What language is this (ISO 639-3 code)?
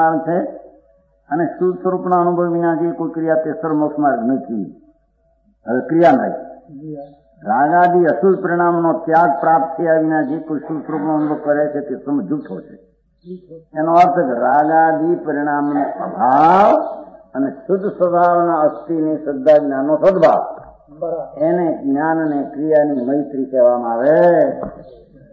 guj